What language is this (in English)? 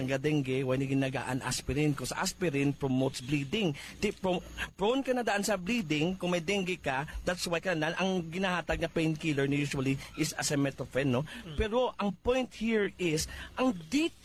Hiligaynon